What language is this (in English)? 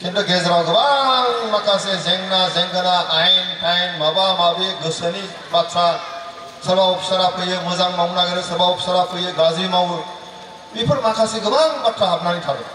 Bodo